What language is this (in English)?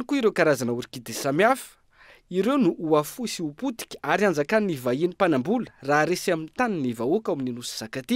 Malagasy